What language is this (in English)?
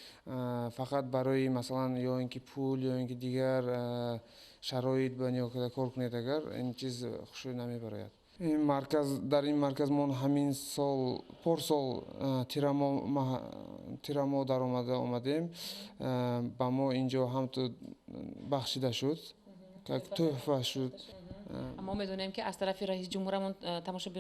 Tajik